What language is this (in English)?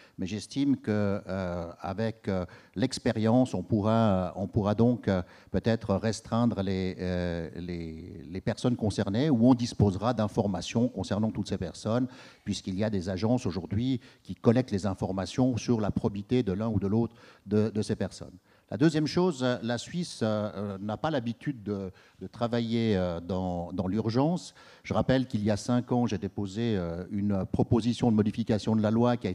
French